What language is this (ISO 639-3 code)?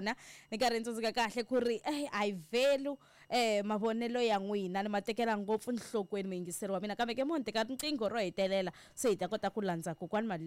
tso